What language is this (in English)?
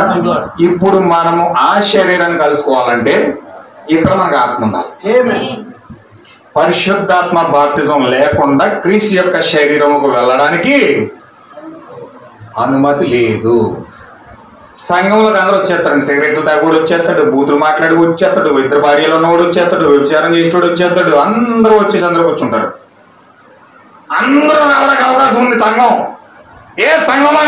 Telugu